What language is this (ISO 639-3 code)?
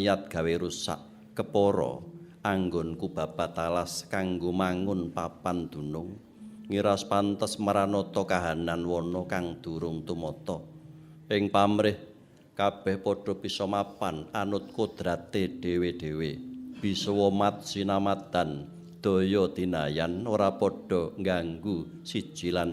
jav